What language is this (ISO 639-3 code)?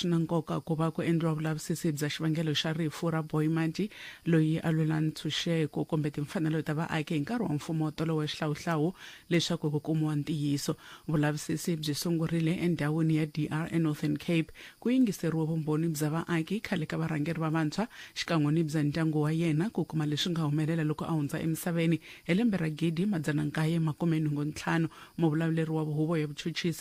tso